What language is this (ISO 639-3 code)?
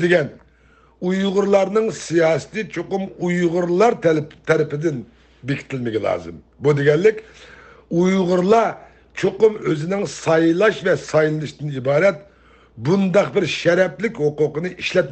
uig